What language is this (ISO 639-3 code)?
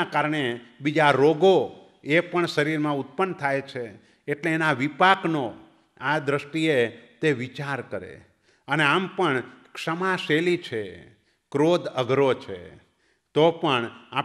guj